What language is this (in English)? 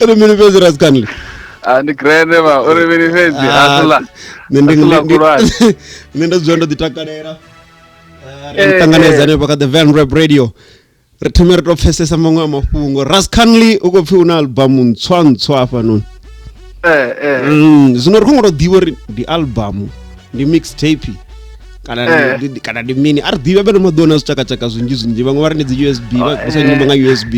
Venda